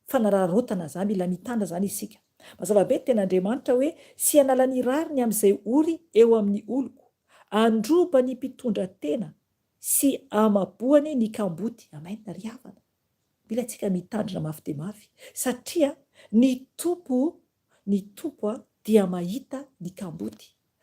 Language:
Malagasy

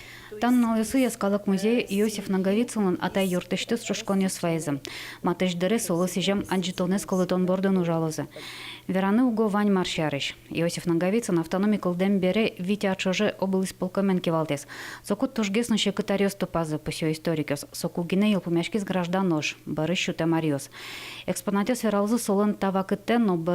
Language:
Udmurt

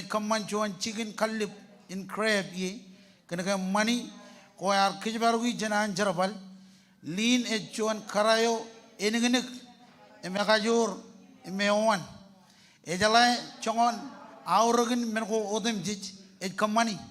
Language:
Marshallese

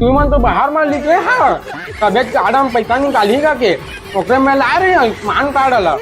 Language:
Chhattisgarhi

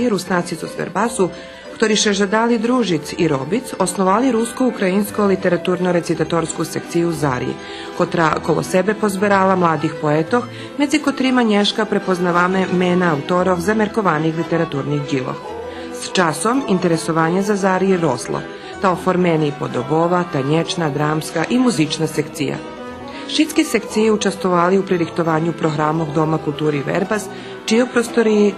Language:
Rusyn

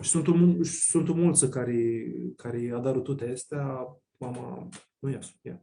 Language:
Aromanian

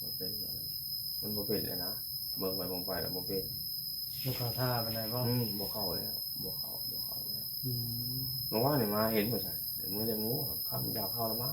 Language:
Northeastern Thai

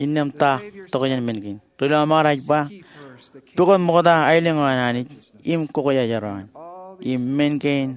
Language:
Marshallese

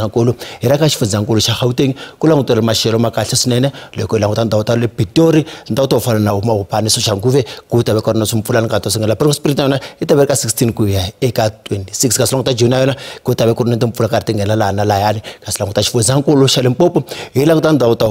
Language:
Tsonga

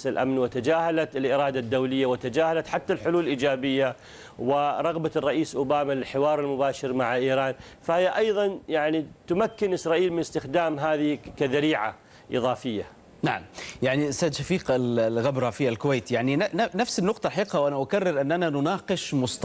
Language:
Arabic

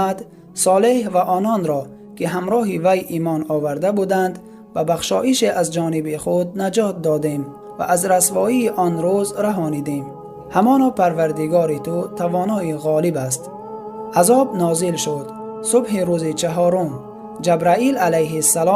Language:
Tajik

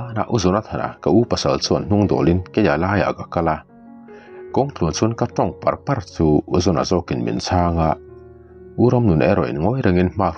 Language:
Mizo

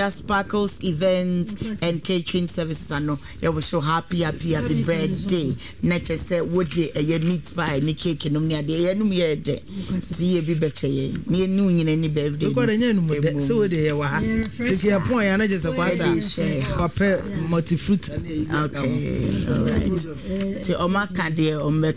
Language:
Akan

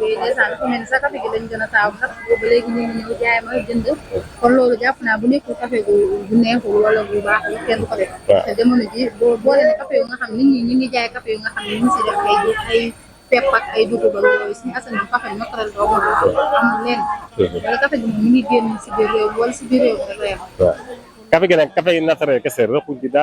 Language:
Wolof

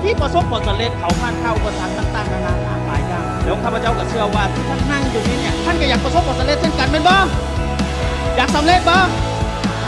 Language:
Lao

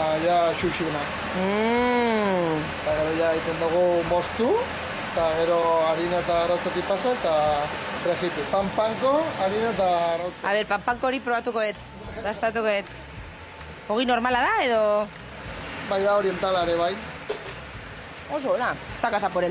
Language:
Basque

